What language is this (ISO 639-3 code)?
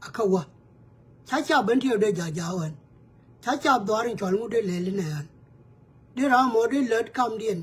nus